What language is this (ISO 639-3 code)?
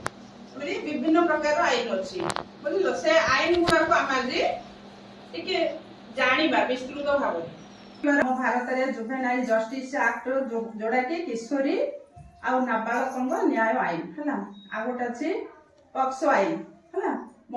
ori